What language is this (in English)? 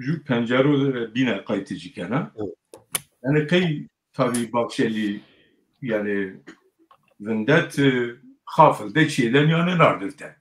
Zaza